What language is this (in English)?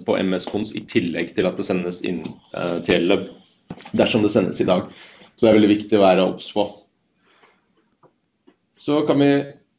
Norwegian